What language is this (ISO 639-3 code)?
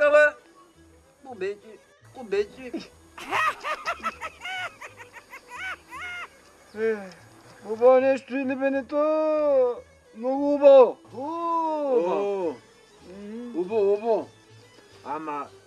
bul